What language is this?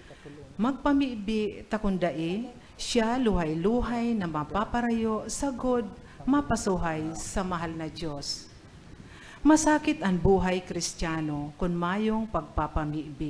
Bikol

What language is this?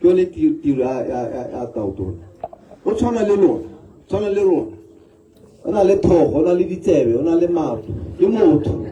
Tswana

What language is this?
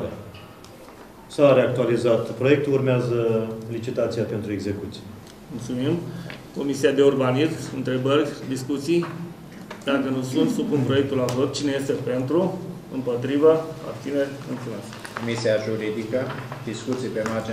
Romanian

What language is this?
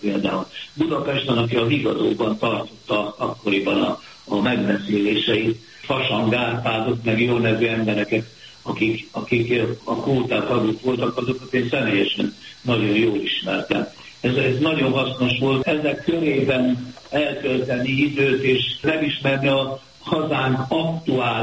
Hungarian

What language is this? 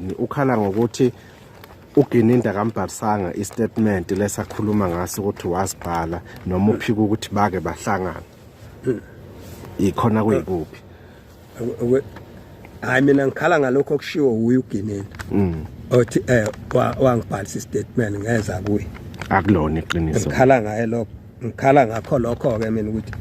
Zulu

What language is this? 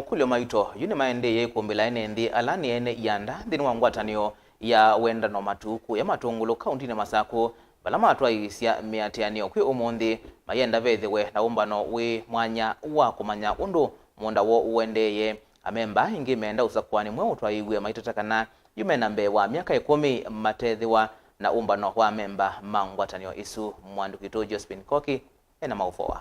Kamba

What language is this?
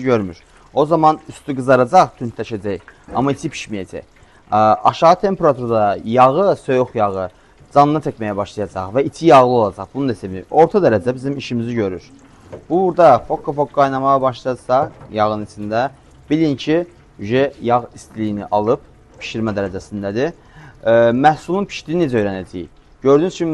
Azerbaijani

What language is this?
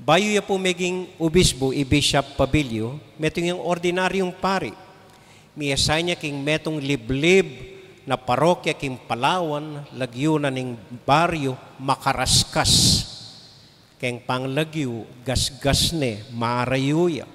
Pampanga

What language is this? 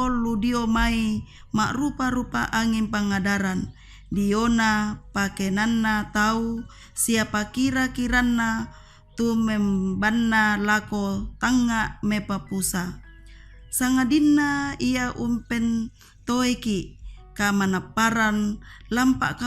Toraja-Sa'dan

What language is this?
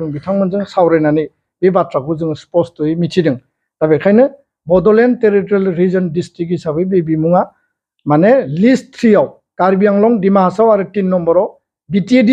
Bodo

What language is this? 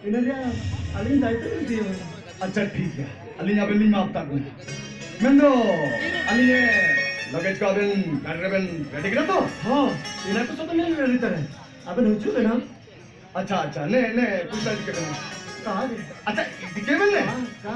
Santali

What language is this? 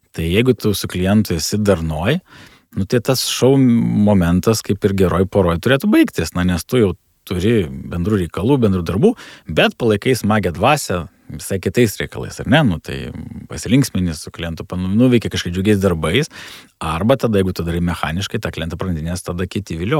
Lithuanian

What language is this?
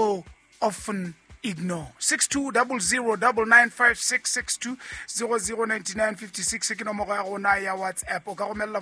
Southern Sotho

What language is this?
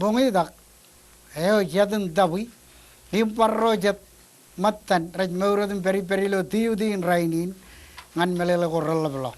Marshallese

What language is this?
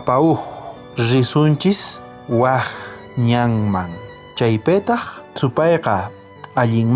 South Bolivian Quechua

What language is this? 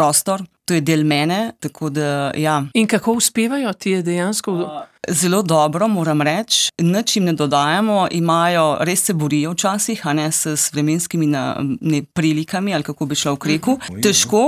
Slovenian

